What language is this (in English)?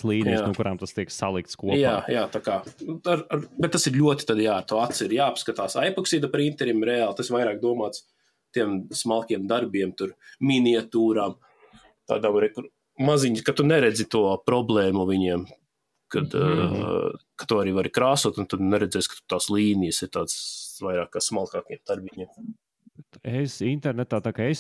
Latvian